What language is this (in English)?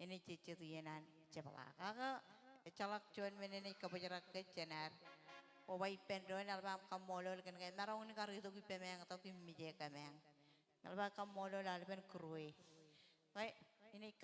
Marshallese